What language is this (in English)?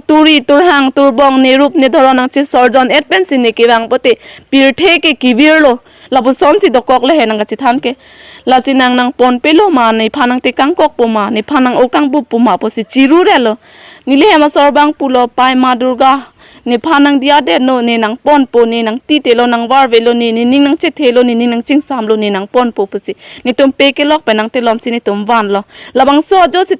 Karbi